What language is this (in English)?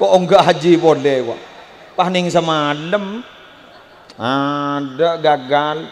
Madurese